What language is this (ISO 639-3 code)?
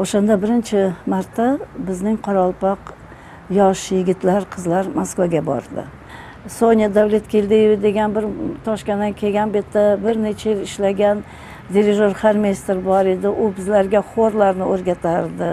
kaa